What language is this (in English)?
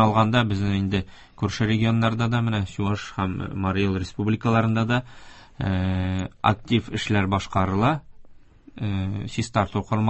Tatar